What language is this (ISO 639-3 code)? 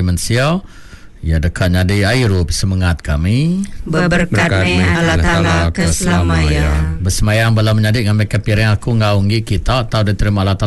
iba